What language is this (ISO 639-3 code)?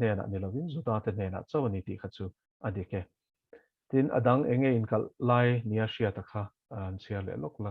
lus